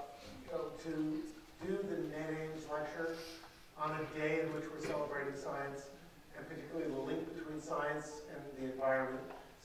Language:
English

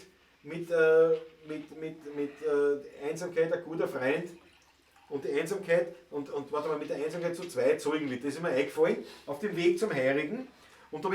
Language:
Bavarian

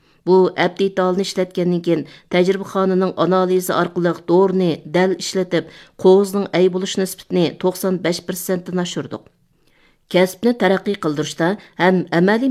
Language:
Uyghur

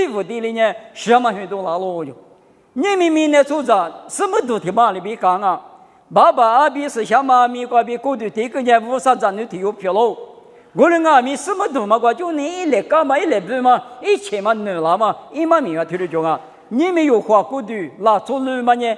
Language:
Lisu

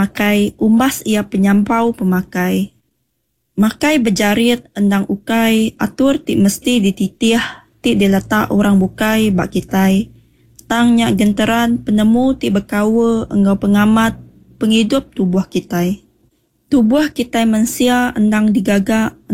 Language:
Iban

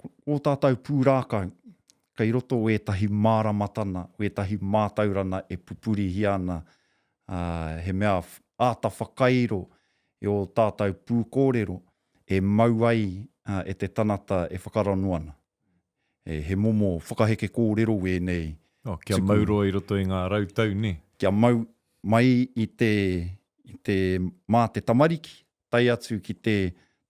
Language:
Māori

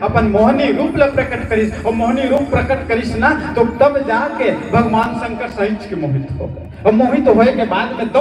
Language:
Chhattisgarhi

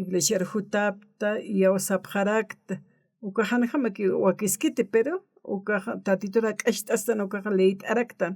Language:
Aymara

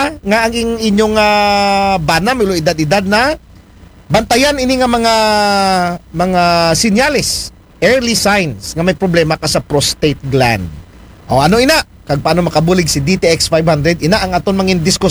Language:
Aklanon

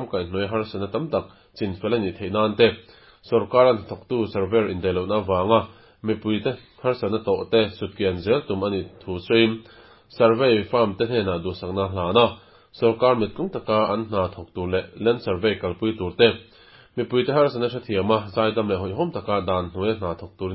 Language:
Mizo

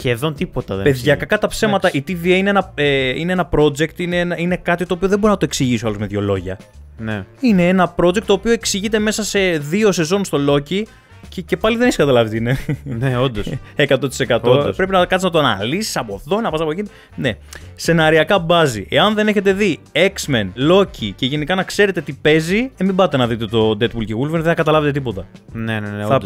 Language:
Greek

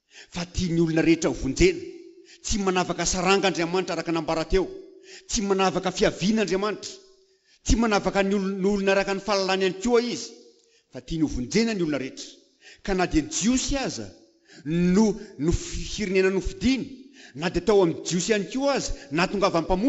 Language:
Malagasy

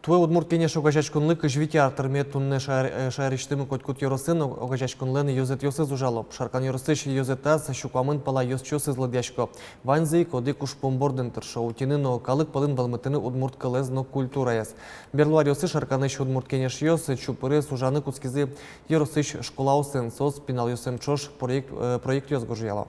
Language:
Udmurt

